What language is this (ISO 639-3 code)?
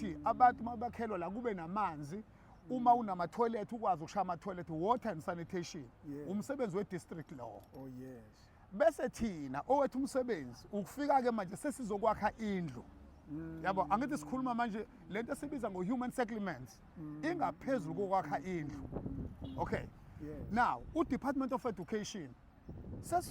zul